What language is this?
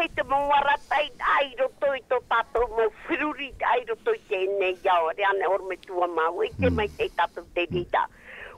Tahitian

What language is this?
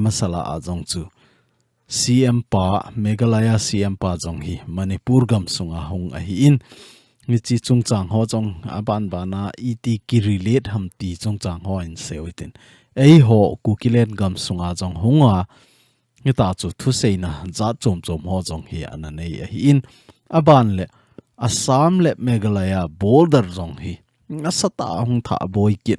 Thado Chin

